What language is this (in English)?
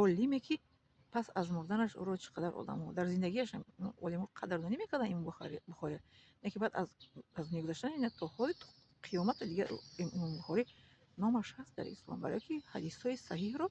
Tajik